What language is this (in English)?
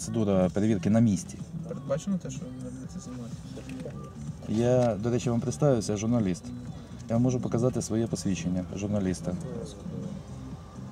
Ukrainian